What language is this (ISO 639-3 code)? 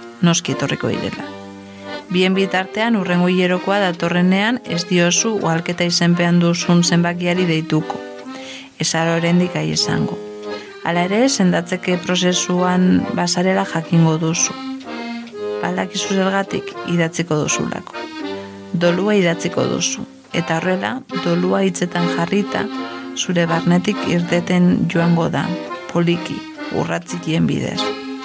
eus